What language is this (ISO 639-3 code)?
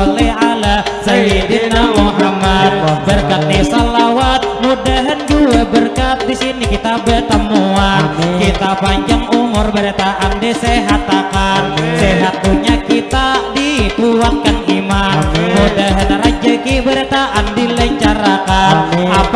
bjn